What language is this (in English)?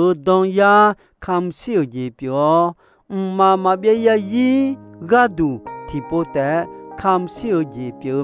Akha